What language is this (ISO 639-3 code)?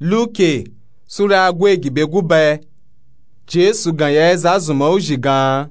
nup